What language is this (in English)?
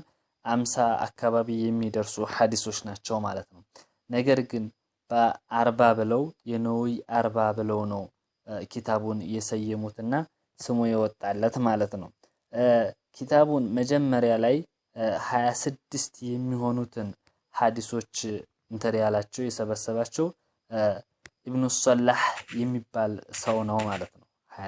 Amharic